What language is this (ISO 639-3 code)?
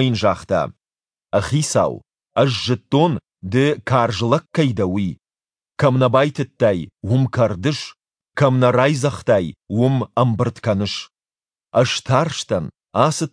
oss